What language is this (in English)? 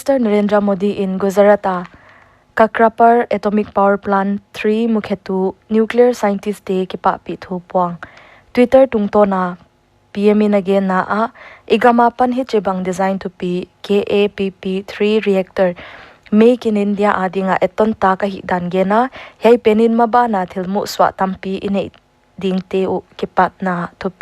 Paite Chin